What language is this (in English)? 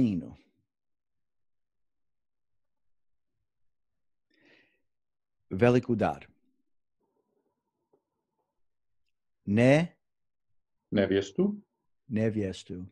Croatian